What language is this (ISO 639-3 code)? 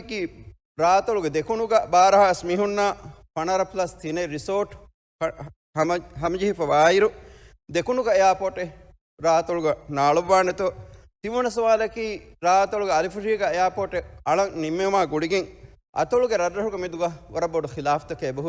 div